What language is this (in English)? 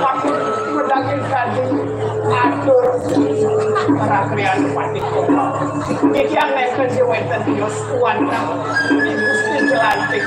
Balinese